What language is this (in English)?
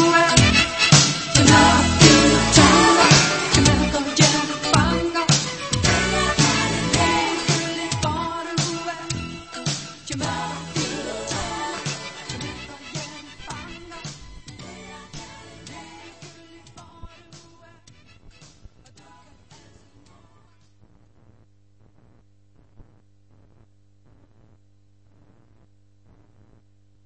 Danish